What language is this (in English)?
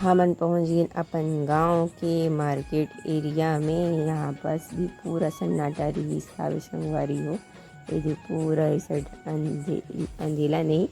Chhattisgarhi